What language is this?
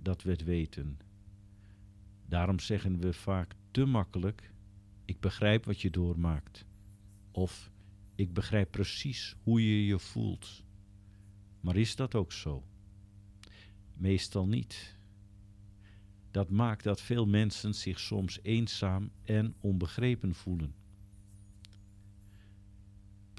Dutch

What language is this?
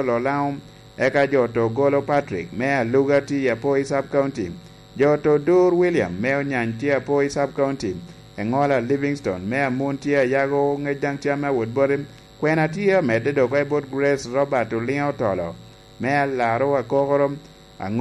Lango (Uganda)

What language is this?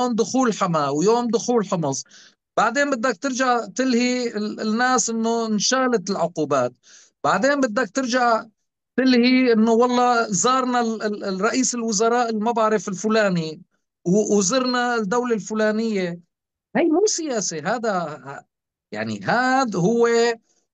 North Levantine Arabic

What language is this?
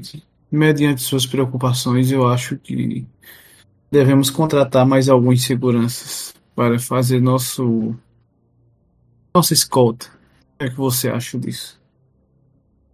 Portuguese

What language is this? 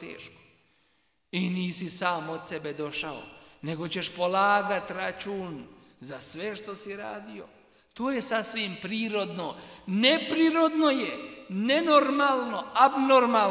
Bosnian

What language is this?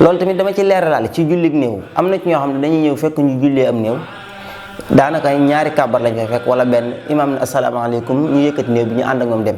Wolof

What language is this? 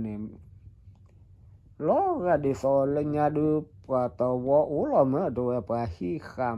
S'gaw Karen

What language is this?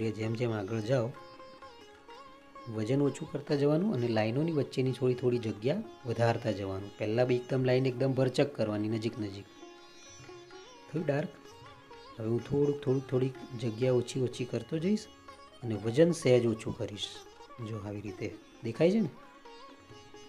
Gujarati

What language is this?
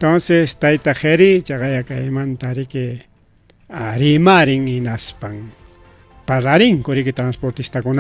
Ayacucho Quechua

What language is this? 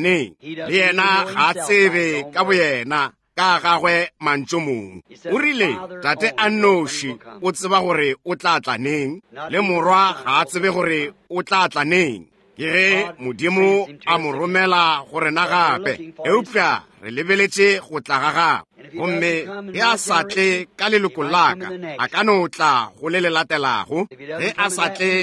Northern Sotho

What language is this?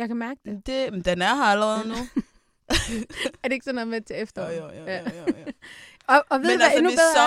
Danish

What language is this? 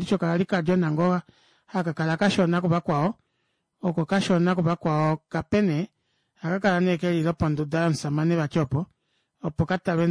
Kuanyama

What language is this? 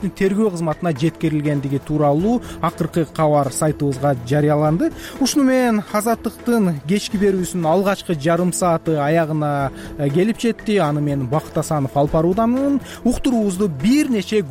Kyrgyz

